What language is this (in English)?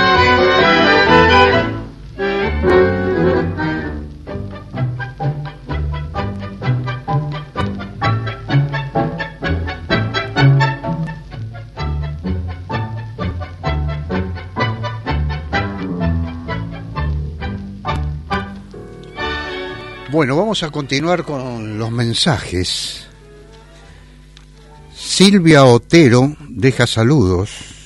Spanish